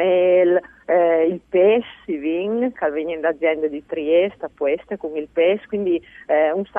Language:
Friulian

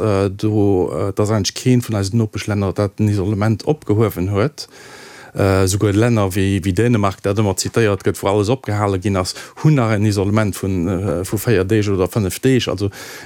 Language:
Luxembourgish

